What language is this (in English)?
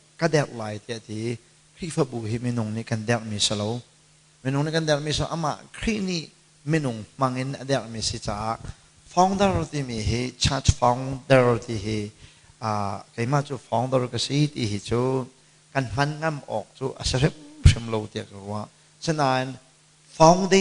Hakha Chin